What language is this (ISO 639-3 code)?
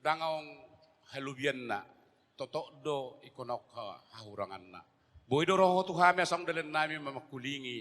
bbc